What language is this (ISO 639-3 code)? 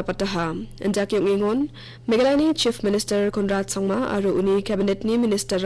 grt